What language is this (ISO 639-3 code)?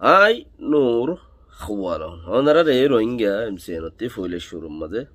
rhg